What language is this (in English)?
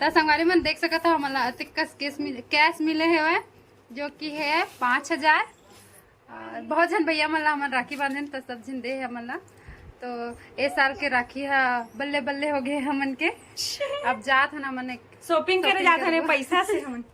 Chhattisgarhi